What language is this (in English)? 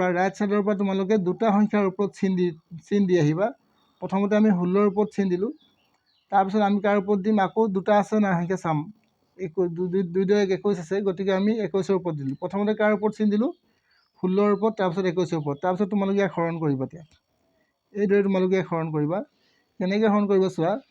Assamese